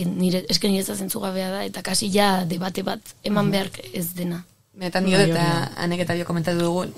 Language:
Basque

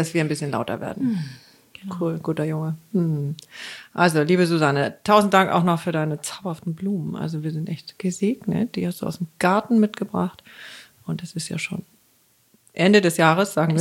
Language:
German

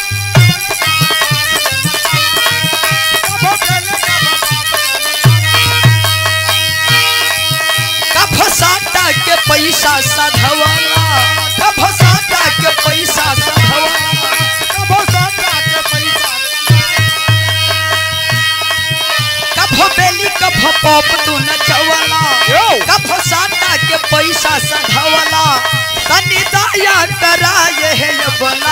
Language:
Bhojpuri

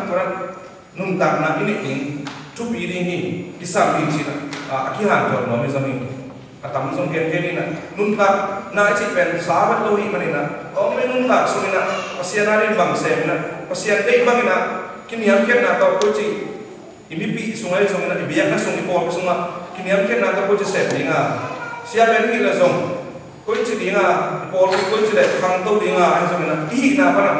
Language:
Tedim Chin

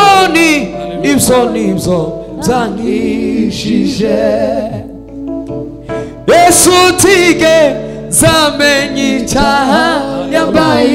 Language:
Kinyarwanda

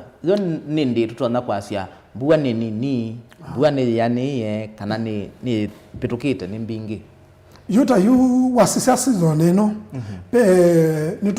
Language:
Kamba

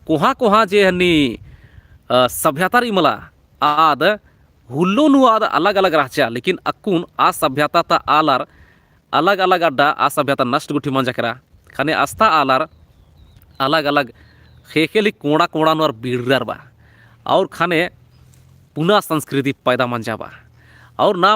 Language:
Kurukh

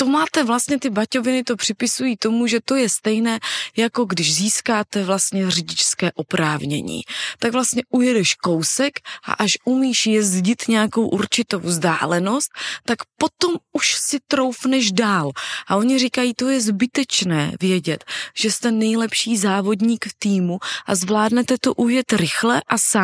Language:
Czech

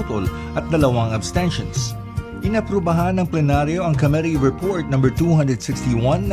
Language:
Filipino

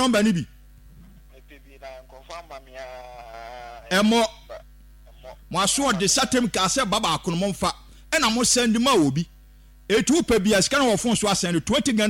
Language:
Akan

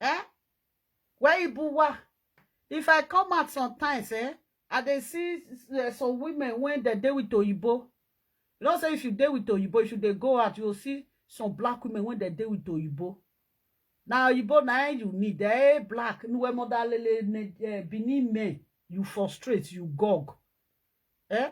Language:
Nigerian Pidgin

